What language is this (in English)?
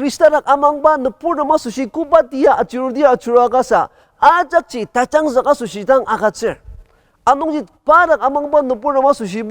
Ao Naga